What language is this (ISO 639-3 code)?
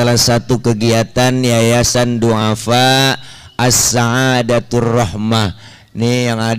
bew